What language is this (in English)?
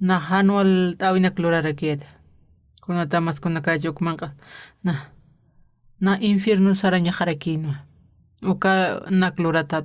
Aymara